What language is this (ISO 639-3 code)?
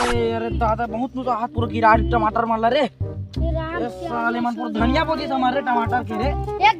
hne